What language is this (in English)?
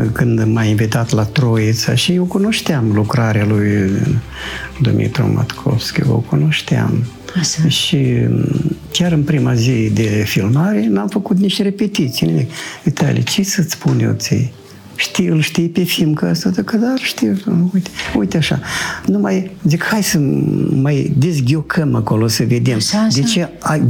Romanian